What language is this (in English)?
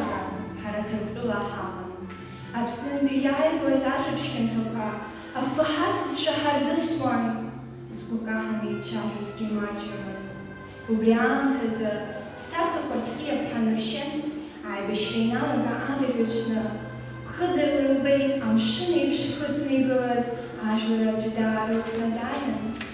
Abkhazian